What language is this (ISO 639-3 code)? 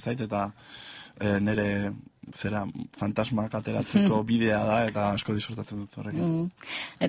eus